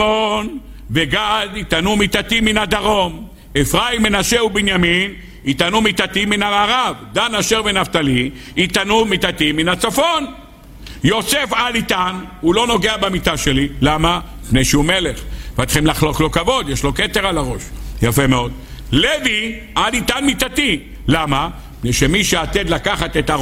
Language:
Hebrew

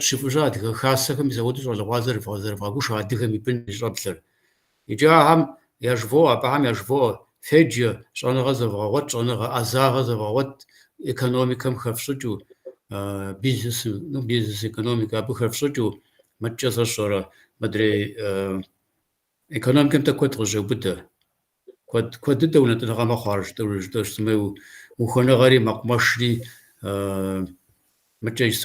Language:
Kabardian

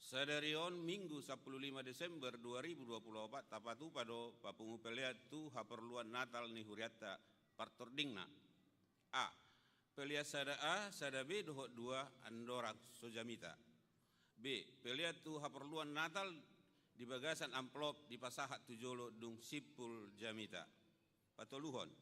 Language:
Batak Toba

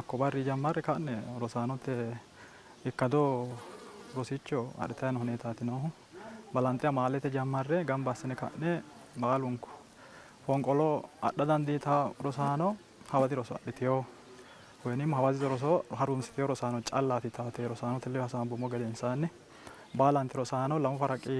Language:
Sidamo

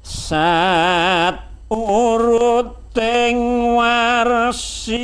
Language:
Javanese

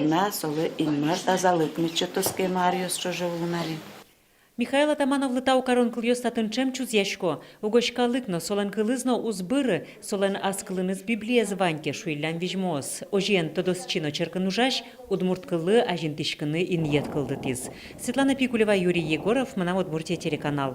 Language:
Udmurt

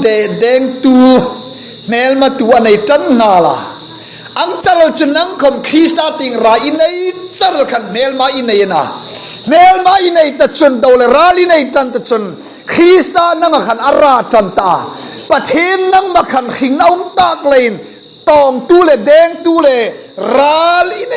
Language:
Hmar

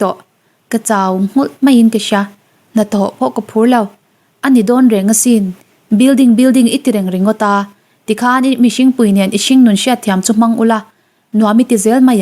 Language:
Mizo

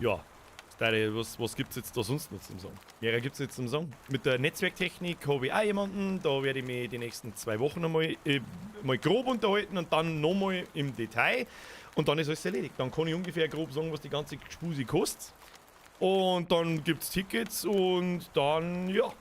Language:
Bavarian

